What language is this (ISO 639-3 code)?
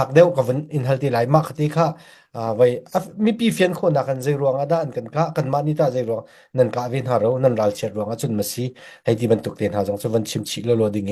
cnh